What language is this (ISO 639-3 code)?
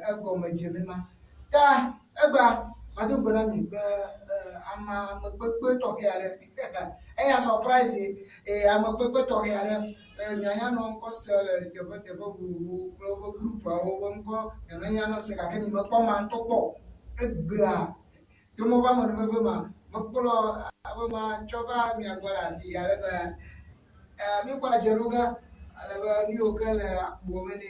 ewe